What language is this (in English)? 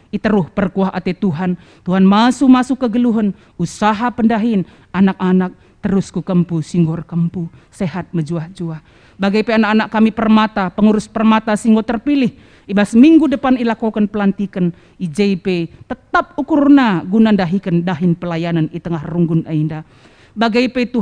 Batak Karo